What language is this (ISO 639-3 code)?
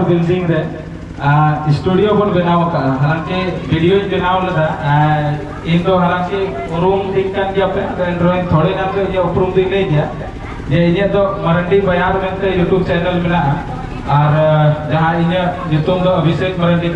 sat